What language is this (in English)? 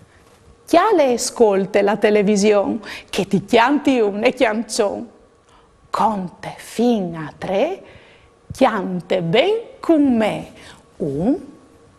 Friulian